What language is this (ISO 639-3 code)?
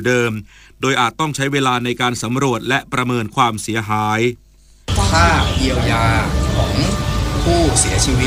tha